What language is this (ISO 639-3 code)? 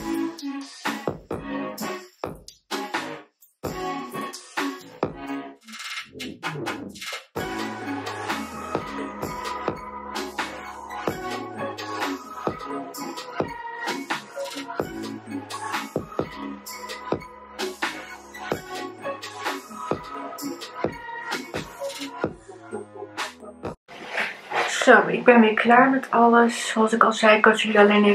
nld